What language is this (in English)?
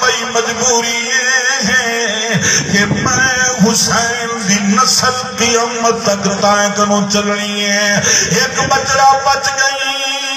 Saraiki